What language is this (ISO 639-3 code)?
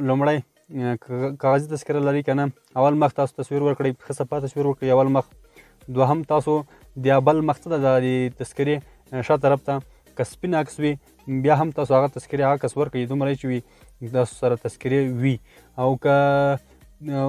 pus